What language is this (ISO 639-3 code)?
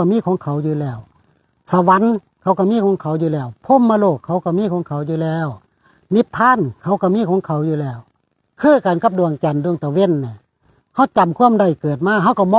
tts